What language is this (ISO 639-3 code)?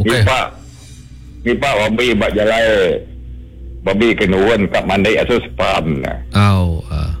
iba